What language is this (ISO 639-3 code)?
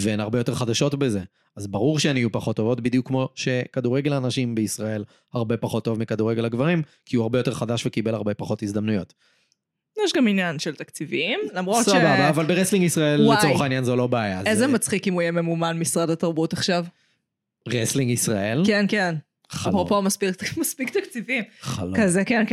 heb